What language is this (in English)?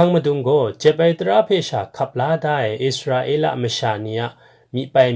Kachin